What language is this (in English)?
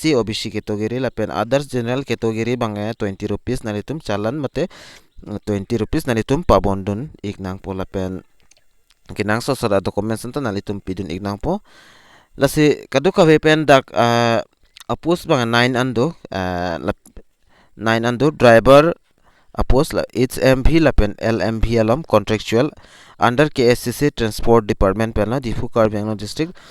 Karbi